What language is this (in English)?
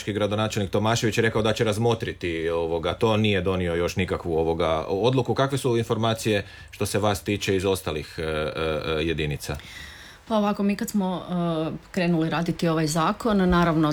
Croatian